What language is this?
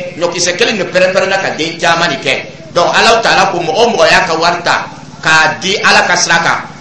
Dyula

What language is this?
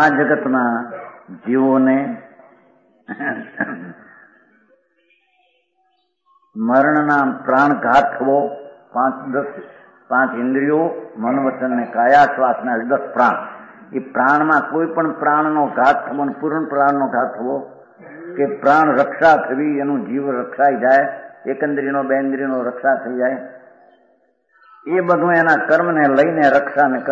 Gujarati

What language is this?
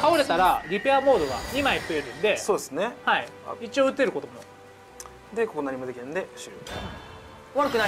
Japanese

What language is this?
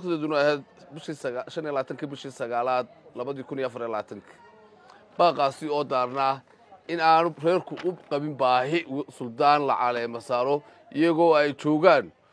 Somali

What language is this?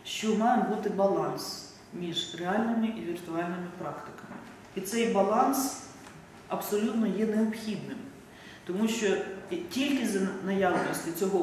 Ukrainian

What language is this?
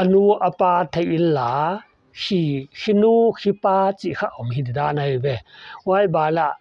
Paite Chin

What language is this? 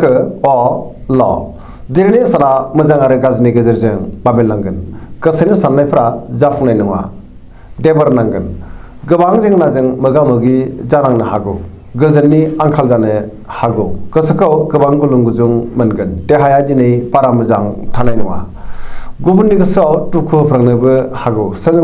Bodo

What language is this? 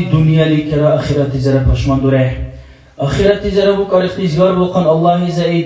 Dargwa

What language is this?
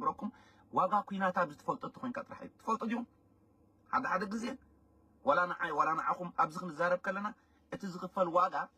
Tigrinya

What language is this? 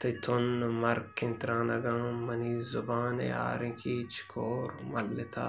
Baluchi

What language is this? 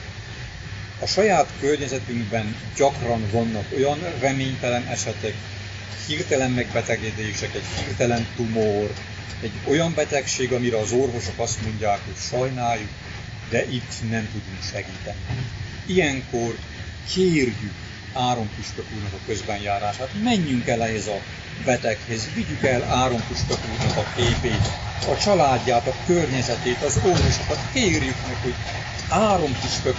Hungarian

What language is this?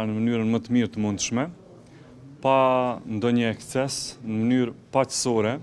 Albanian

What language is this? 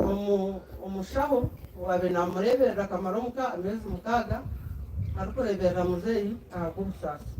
Nyankole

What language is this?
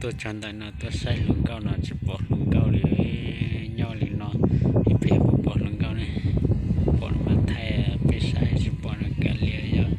Hmong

